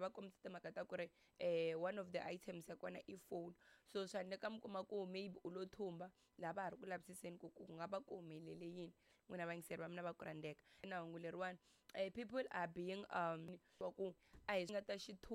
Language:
Tsonga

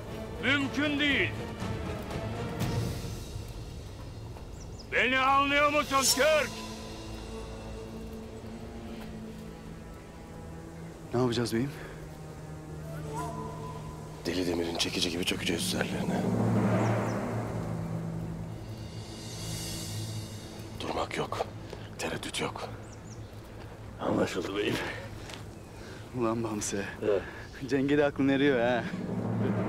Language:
Turkish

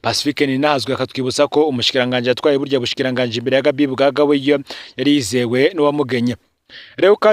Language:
Rundi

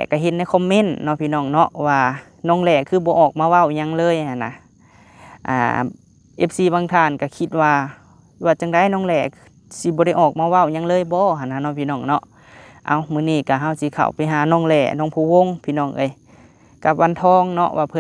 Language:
Lao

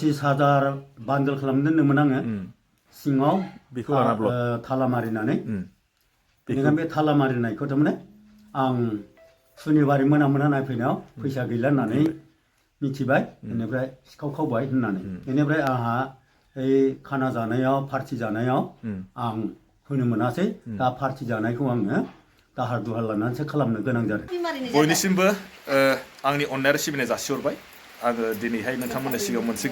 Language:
Bodo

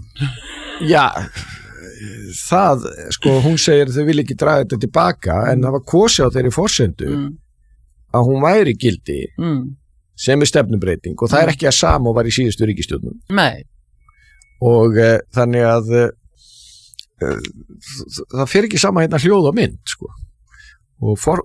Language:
Icelandic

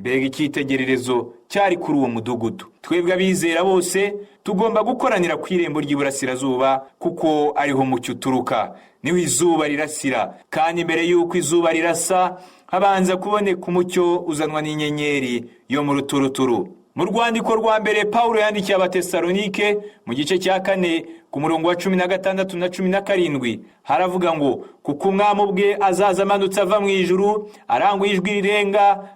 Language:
Kinyarwanda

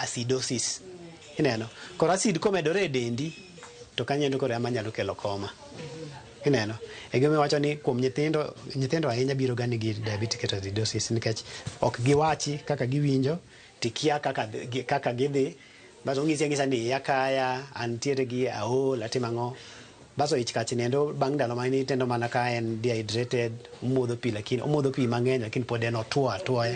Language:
Luo (Kenya and Tanzania)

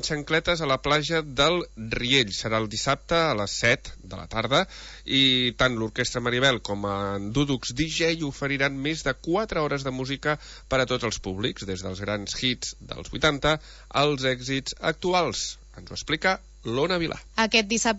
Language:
Catalan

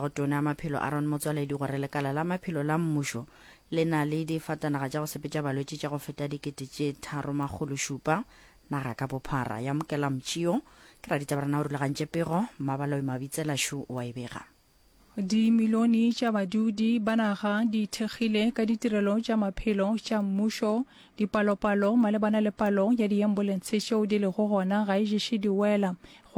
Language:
Northern Sotho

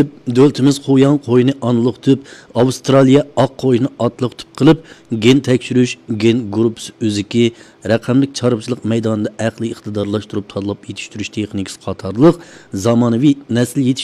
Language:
Uyghur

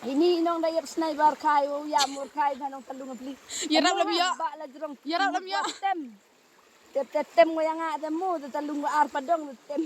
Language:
Khasi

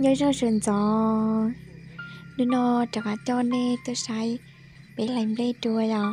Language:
Hmong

